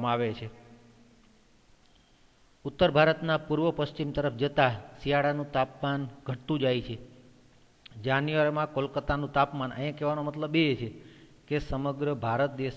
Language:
Gujarati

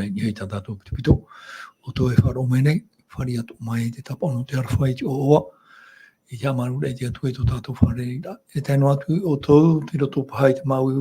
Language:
Tahitian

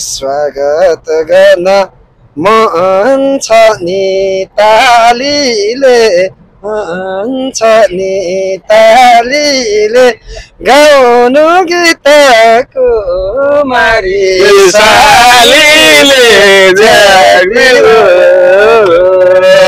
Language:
Nepali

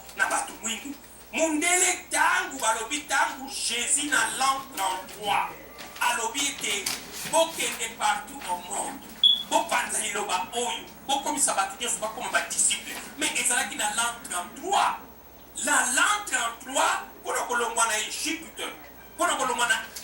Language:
Lingala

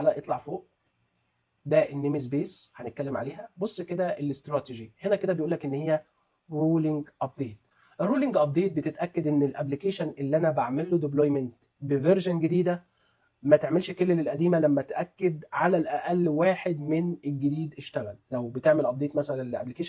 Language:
Egyptian Arabic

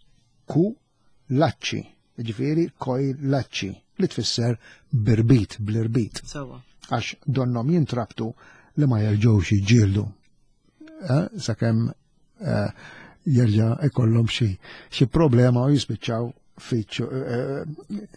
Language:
Maltese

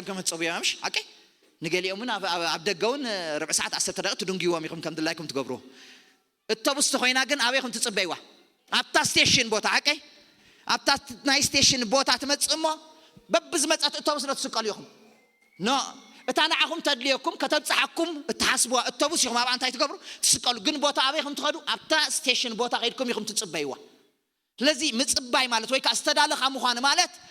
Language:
Tigrinya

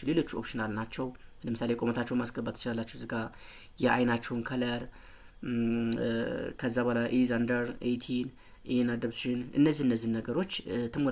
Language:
Amharic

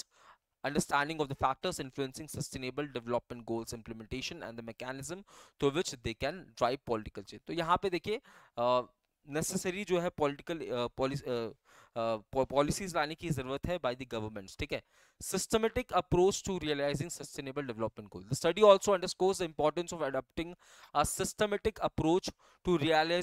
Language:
Hindi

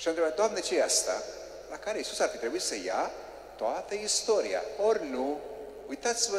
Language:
Romanian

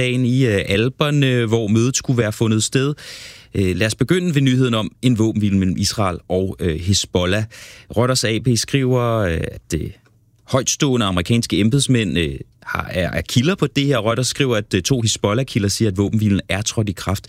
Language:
Danish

